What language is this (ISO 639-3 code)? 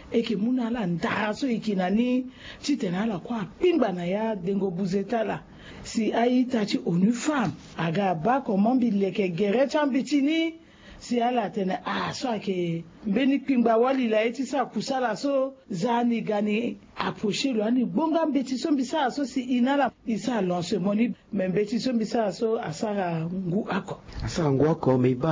sag